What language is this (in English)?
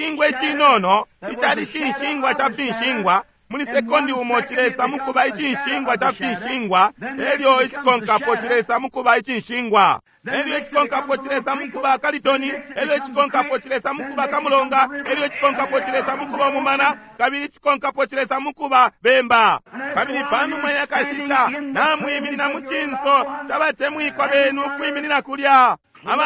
Bemba